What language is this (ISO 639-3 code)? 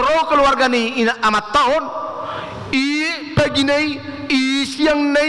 bbc